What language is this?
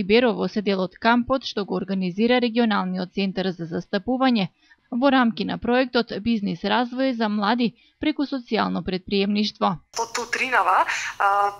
Macedonian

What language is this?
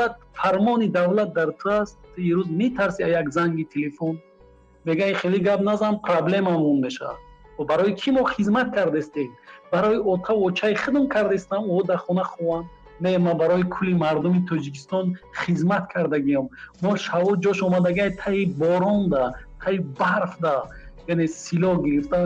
Tajik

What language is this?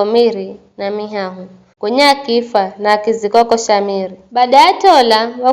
Giryama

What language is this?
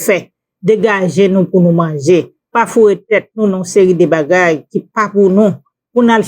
Haitian Creole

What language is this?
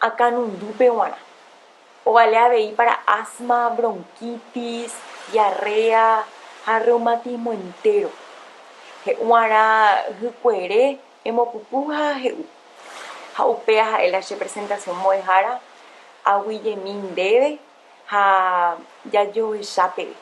Guarani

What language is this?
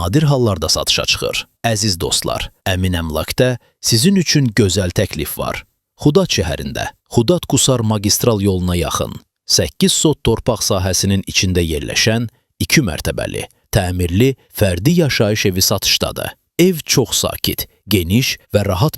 Azerbaijani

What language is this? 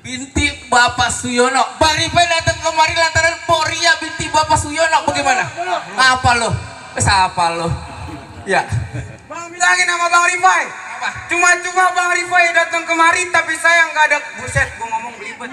Betawi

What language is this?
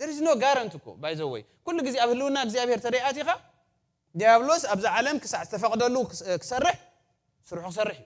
Tigrinya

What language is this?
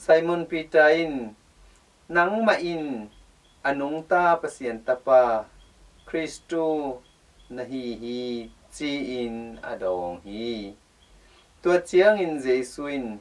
Tedim Chin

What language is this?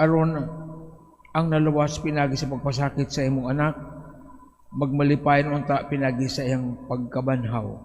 Cebuano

